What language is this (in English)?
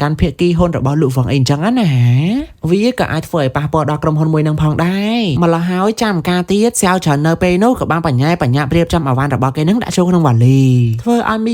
Khmer